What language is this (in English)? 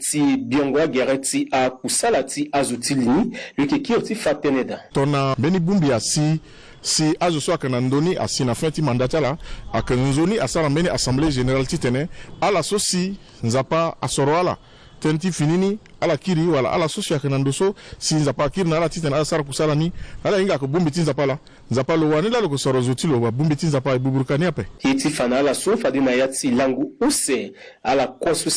Sango